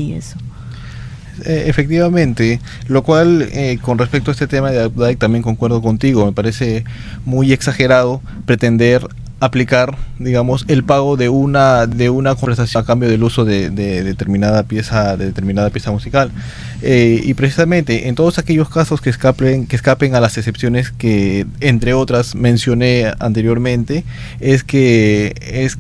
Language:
Spanish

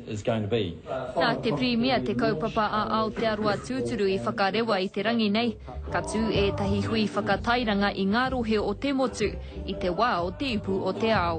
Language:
Māori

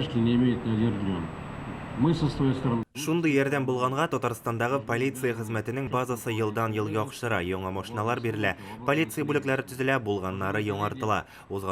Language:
Tatar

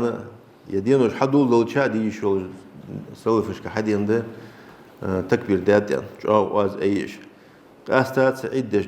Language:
Ingush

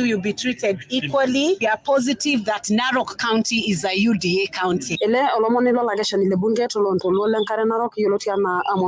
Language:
Masai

